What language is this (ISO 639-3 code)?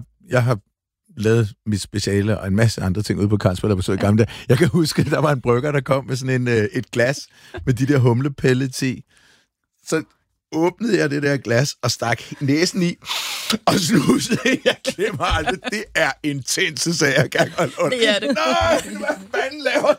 dan